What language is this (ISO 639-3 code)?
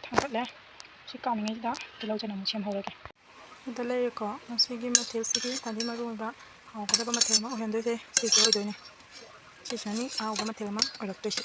mni